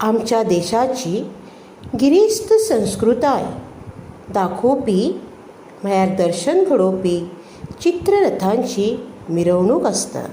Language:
Konkani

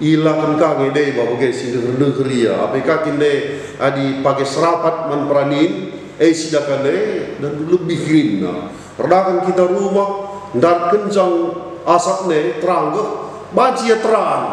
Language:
Batak Karo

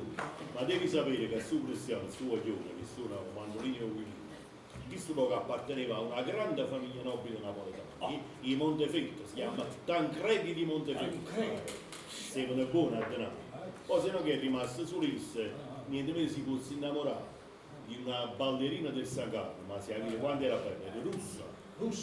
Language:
Neapolitan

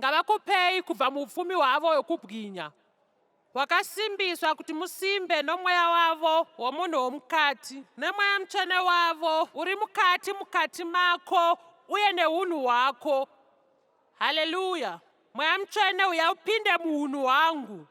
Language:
Shona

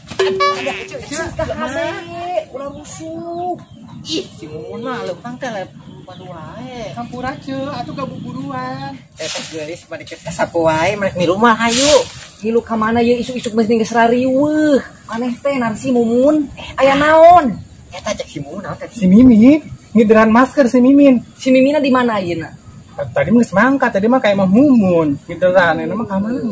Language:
Sundanese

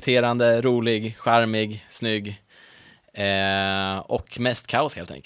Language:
Swedish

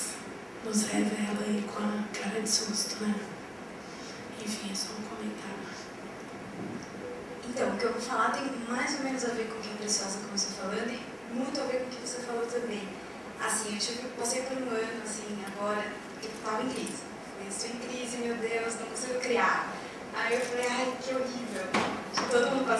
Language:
Portuguese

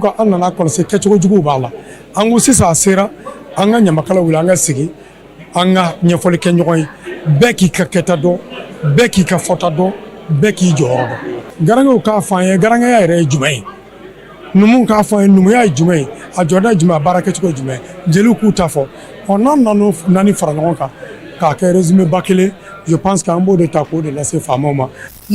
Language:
Bambara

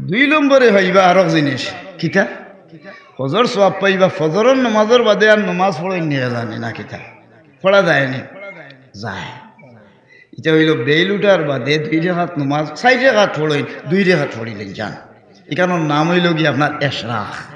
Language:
Sylheti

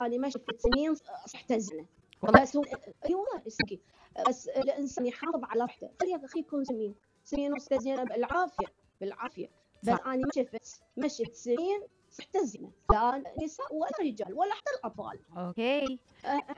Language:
Mesopotamian Arabic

